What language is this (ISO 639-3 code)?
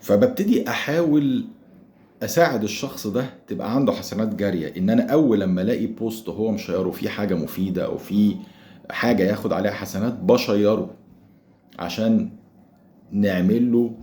arz